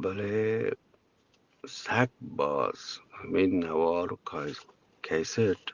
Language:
Eastern Balochi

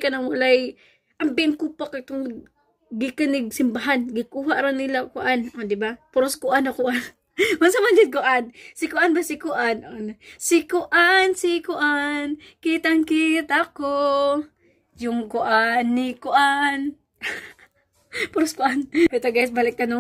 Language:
Cebuano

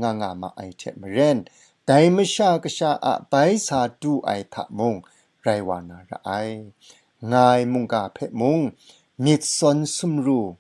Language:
Kachin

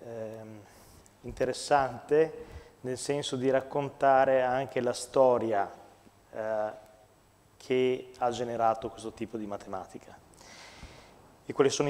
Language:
Italian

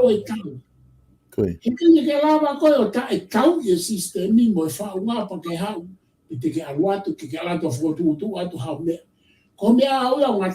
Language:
Tongan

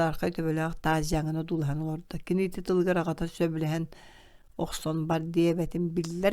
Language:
Yakut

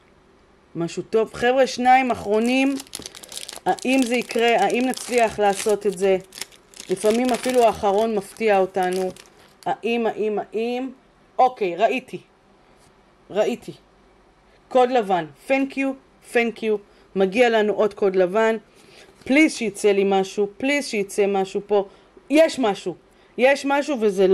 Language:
Hebrew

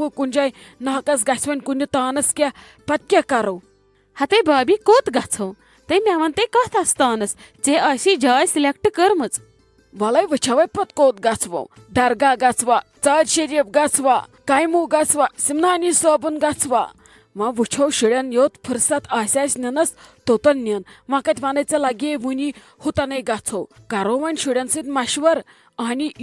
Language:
Kashmiri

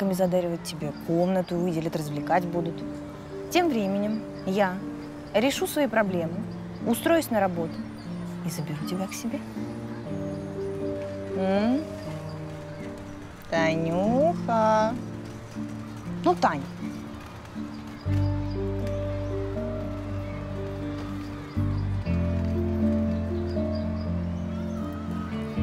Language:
Russian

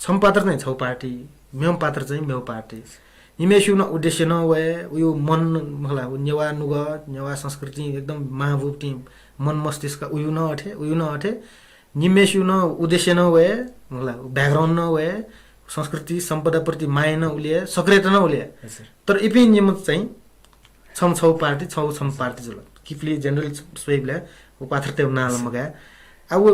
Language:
Newari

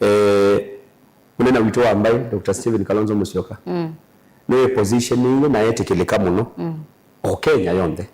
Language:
Kamba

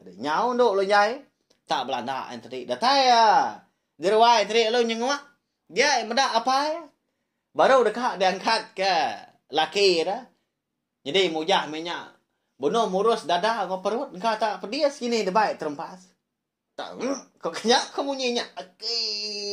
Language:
Iban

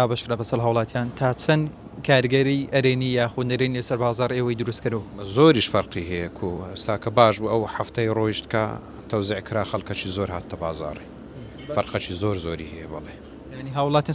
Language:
Central Kurdish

